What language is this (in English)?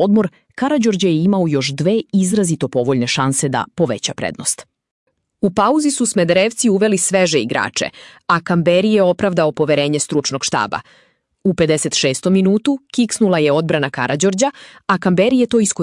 Serbian